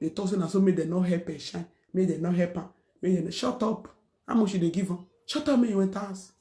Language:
Nigerian Pidgin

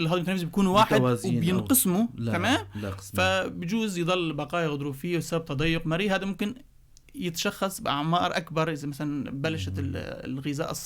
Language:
North Levantine Arabic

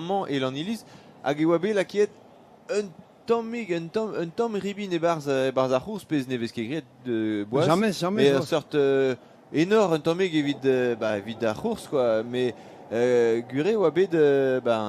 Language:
Breton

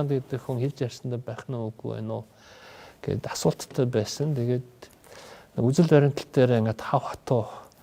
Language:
Mongolian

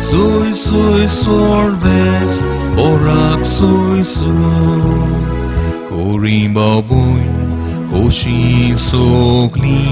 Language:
Konkani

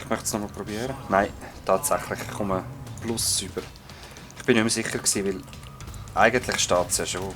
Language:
Swiss German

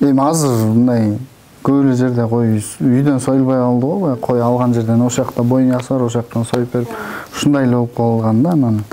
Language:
Kyrgyz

